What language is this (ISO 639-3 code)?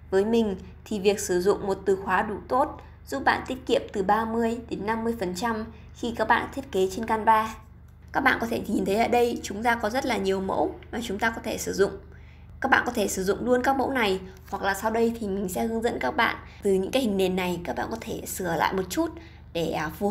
vie